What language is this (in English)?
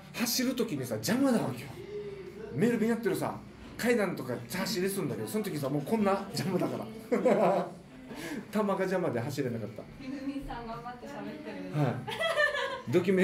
Japanese